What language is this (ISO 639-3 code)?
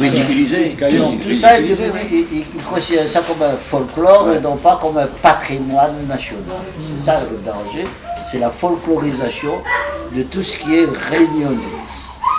rcf